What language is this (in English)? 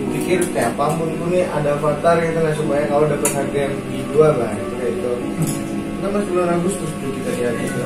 Banjar